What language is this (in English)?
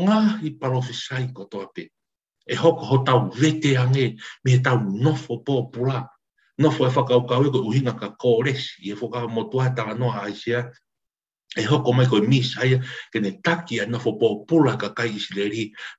Tongan